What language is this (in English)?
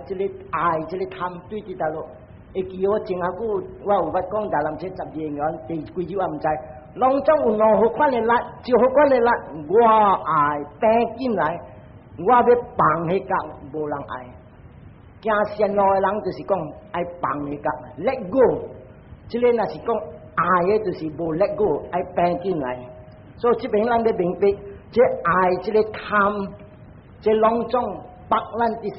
Min Nan Chinese